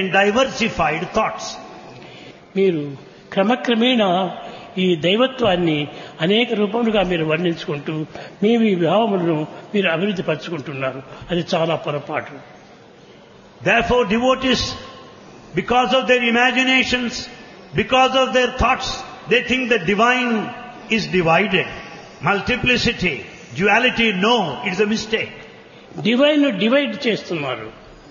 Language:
Telugu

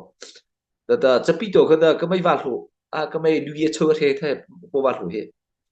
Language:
Mara Chin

